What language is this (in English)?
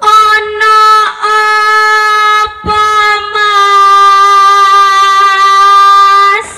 Betawi